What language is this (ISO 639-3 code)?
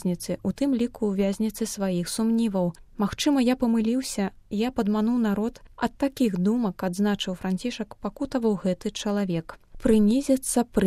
bel